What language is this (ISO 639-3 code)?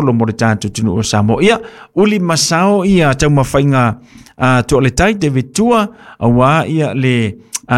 smo